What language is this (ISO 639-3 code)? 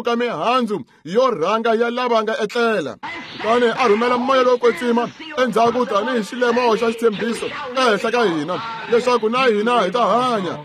tso